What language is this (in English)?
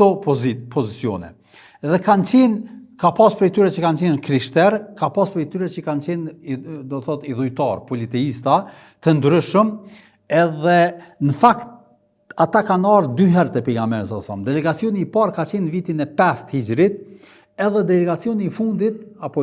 Albanian